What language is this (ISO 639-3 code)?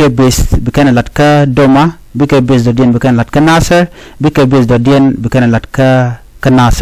nus